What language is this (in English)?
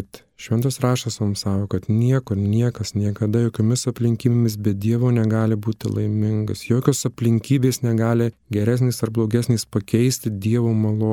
Lithuanian